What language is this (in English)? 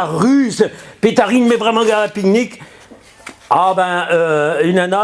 Breton